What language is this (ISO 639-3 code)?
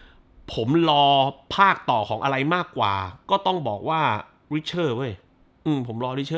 tha